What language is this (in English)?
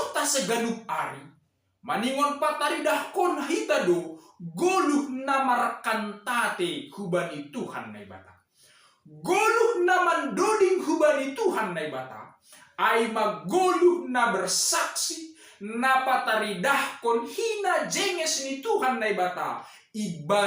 Batak Simalungun